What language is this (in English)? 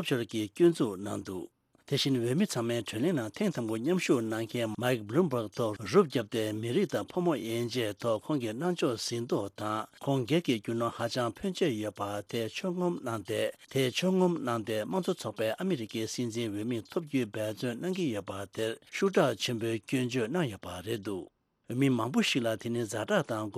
Tibetan